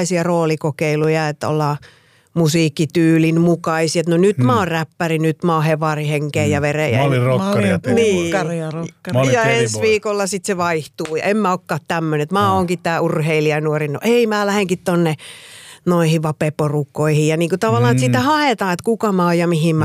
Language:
Finnish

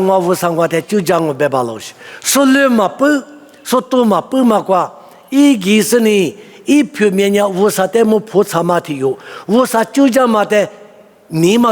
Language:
Lisu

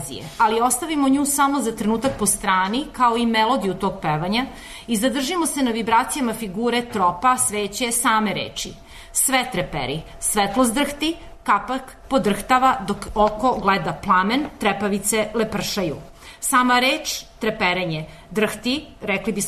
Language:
Serbian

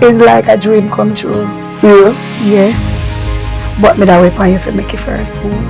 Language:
Jamaican Creole English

